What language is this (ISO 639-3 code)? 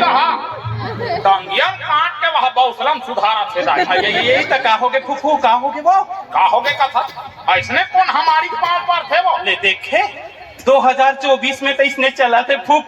hne